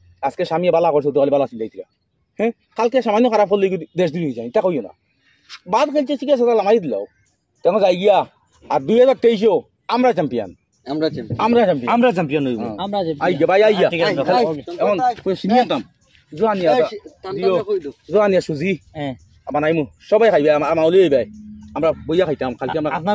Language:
Sylheti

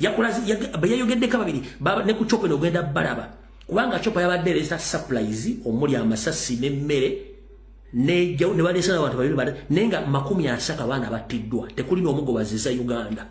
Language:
Ganda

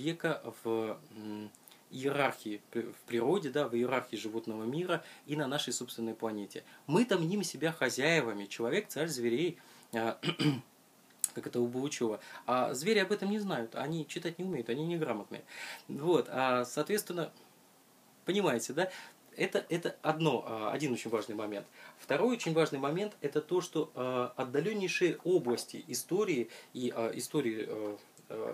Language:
Russian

